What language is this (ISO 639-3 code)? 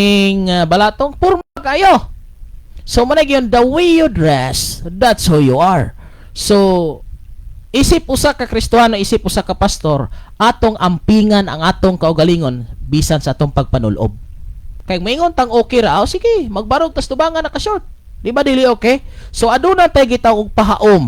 ceb